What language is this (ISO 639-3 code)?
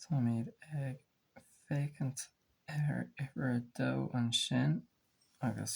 gle